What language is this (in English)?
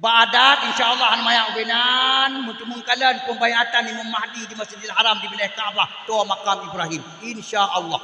Achinese